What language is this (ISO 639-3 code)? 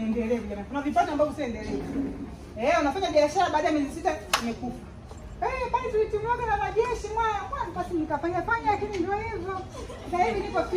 swa